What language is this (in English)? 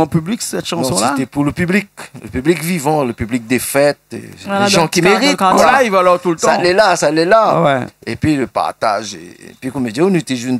Réunion Creole French